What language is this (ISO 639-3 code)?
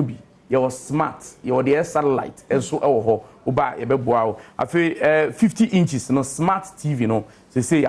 aka